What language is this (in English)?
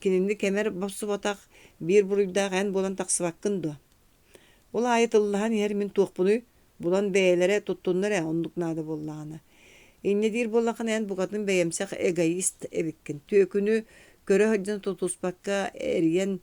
Yakut